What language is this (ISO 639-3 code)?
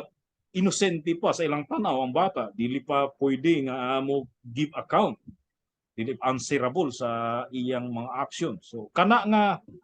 ceb